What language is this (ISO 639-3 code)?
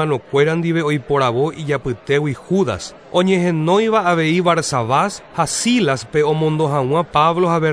grn